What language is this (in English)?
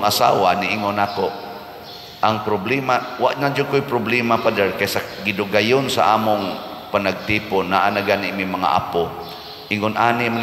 Cebuano